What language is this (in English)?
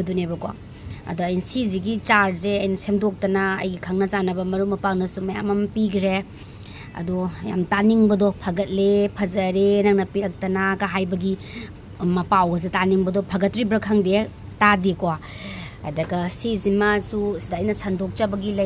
Manipuri